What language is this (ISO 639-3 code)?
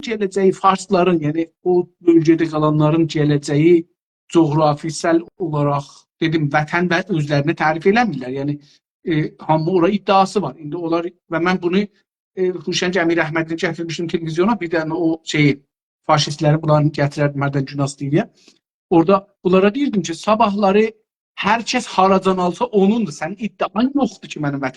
azb